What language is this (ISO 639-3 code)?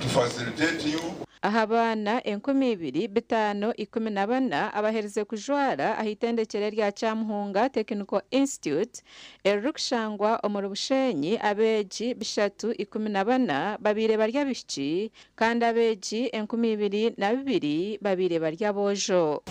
nyn